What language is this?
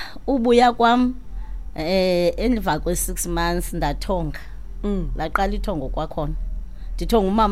Xhosa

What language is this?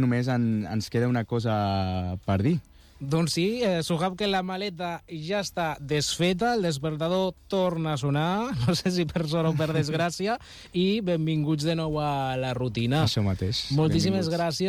Catalan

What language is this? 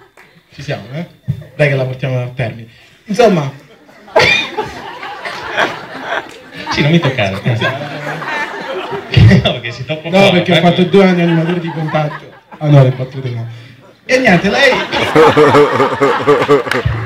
Italian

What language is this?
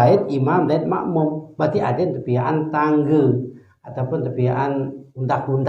Sasak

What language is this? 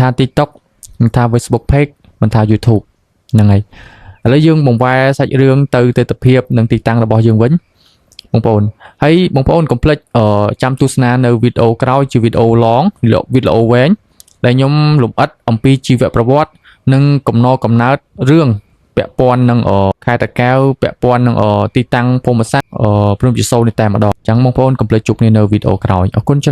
Khmer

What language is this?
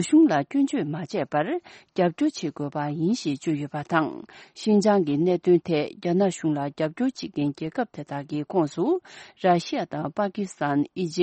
Tibetan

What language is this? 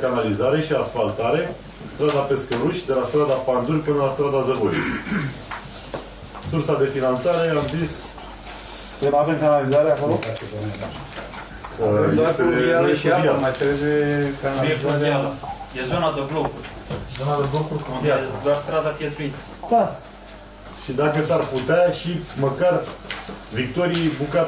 Romanian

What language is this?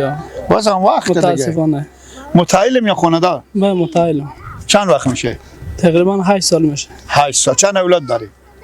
Persian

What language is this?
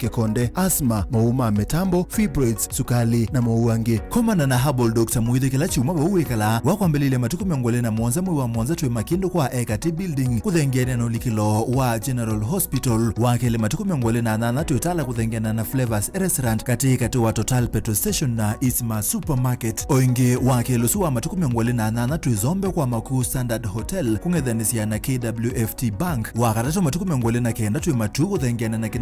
Kamba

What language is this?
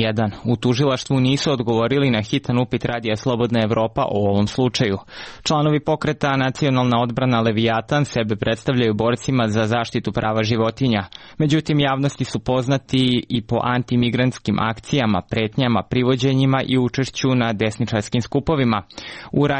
Serbian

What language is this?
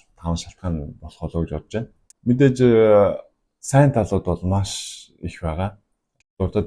Mongolian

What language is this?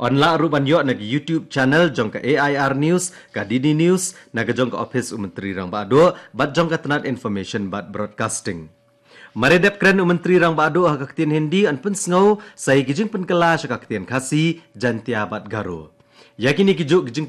Khasi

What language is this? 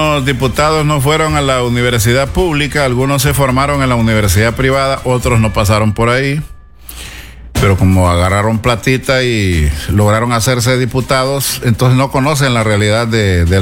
Spanish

